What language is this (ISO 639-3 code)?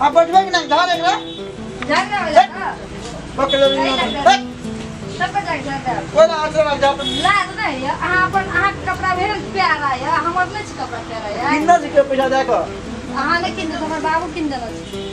mai